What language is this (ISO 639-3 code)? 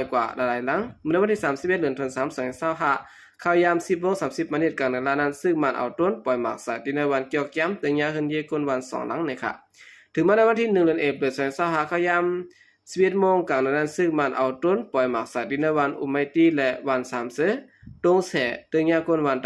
shn